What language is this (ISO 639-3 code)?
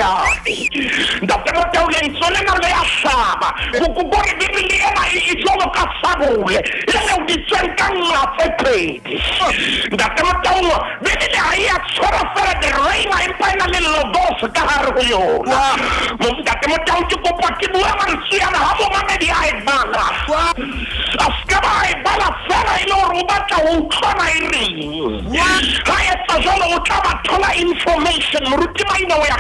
sot